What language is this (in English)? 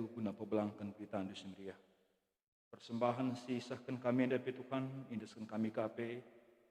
Batak Karo